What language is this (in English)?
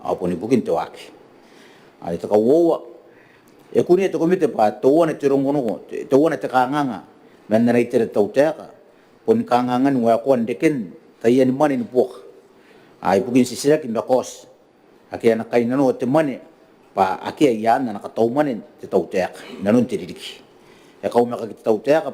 Gilbertese